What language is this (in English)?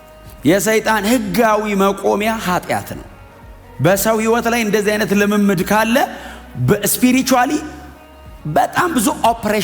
Amharic